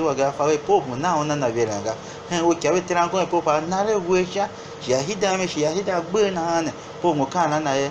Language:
Tiv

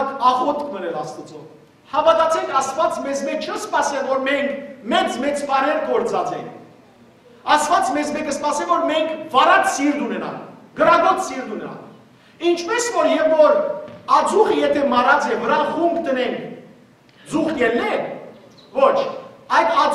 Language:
Western Armenian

